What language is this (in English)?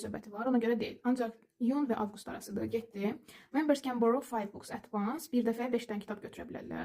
Azerbaijani